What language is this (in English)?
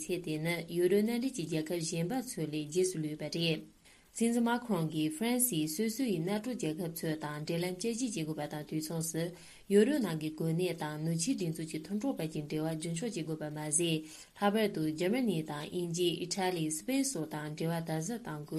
Tibetan